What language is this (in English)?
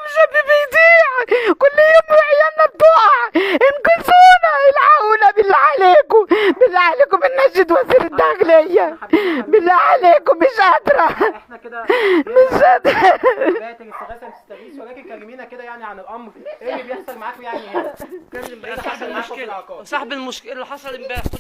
Egyptian Arabic